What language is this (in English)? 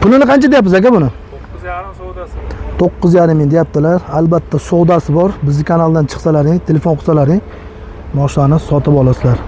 Uzbek